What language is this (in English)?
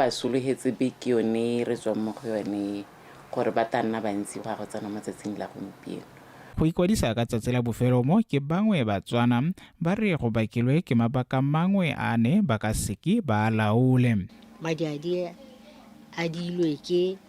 Tswana